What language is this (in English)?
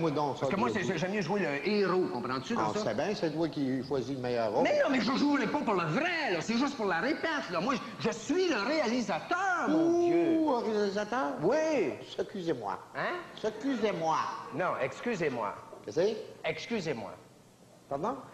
French